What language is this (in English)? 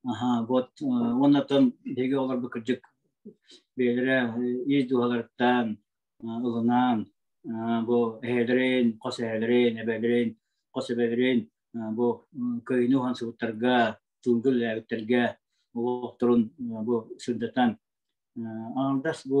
Yakut